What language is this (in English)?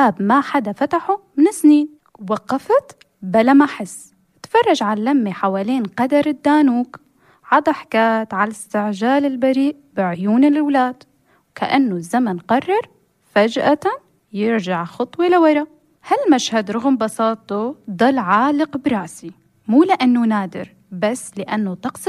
North Levantine Arabic